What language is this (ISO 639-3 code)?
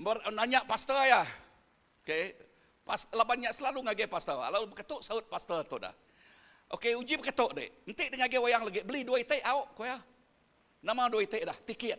iba